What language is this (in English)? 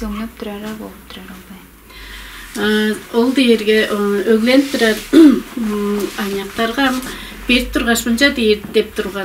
Tuvinian